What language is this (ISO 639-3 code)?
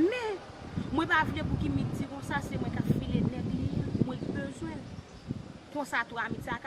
hat